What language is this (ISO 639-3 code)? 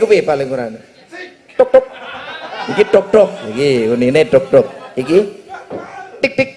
jav